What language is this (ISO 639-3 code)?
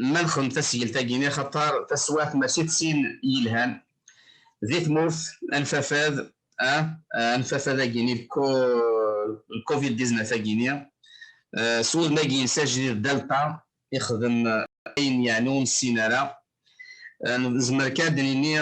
kab